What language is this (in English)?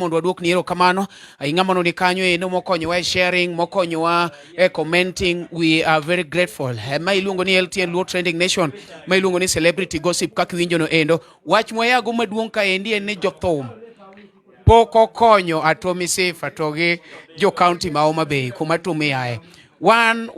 Luo (Kenya and Tanzania)